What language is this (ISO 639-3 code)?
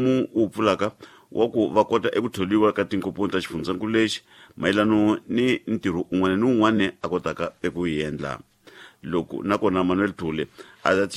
tso